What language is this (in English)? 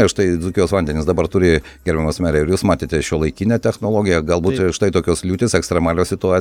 Lithuanian